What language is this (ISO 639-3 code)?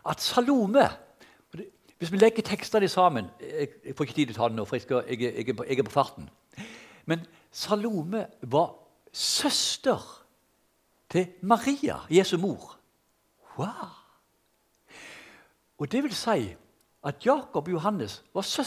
nor